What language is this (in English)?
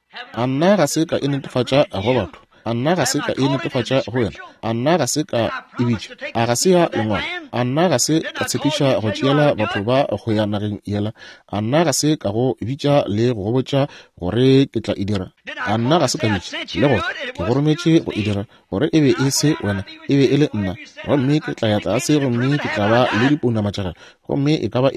Northern Sotho